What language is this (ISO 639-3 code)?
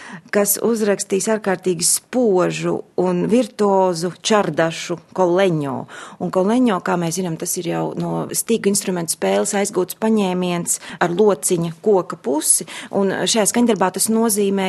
lav